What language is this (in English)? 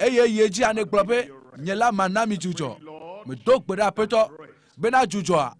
Ewe